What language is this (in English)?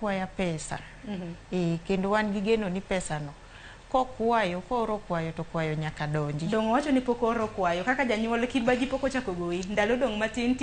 Luo (Kenya and Tanzania)